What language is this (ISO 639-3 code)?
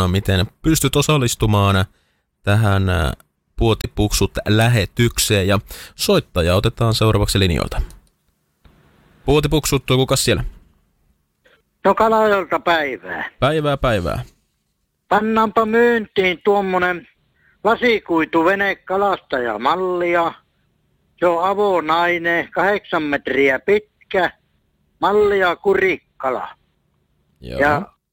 fin